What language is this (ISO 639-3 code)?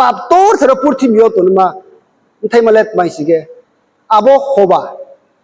ria